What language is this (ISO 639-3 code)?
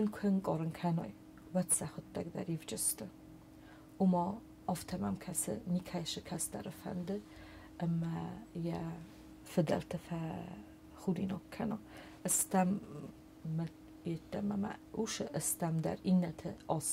oss